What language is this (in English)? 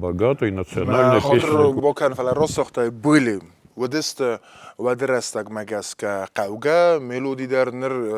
Ossetic